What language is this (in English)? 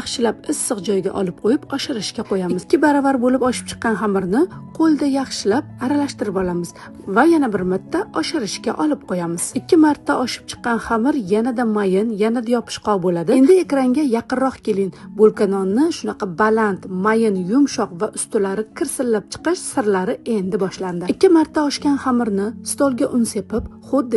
Uzbek